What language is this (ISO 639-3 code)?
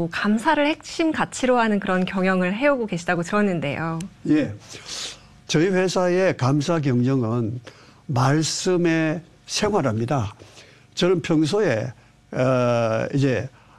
kor